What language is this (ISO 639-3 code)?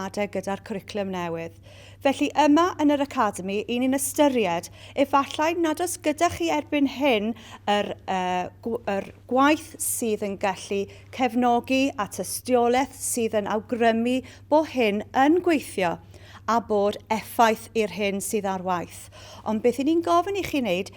cym